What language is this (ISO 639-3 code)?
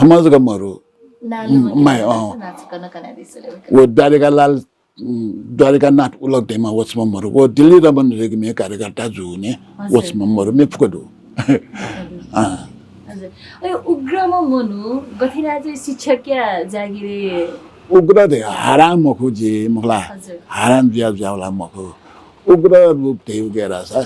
new